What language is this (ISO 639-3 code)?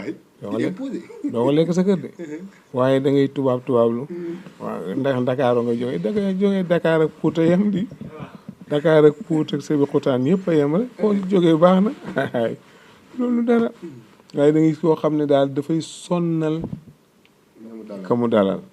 wol